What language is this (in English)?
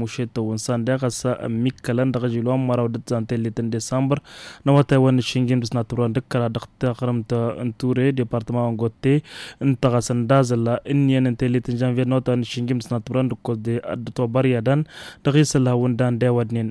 Tamasheq